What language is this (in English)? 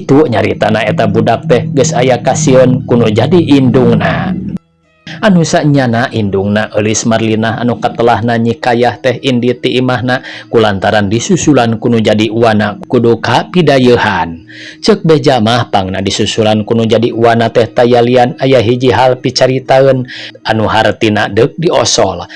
Sundanese